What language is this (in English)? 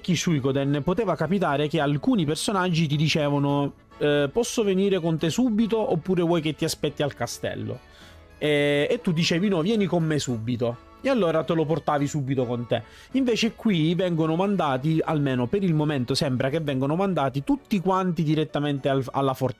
Italian